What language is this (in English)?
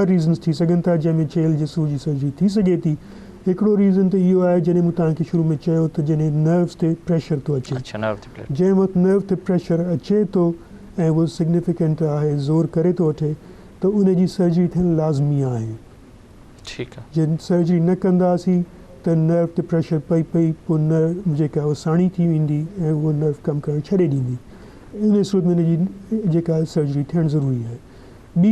Sindhi